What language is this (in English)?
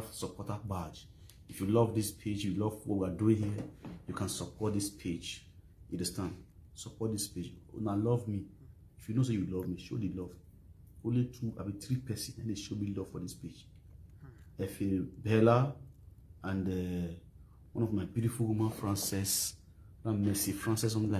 Nigerian Pidgin